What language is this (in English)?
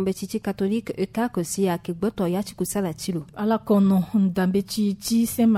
Sango